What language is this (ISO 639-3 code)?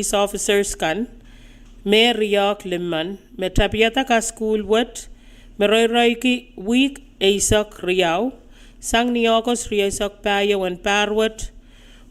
pon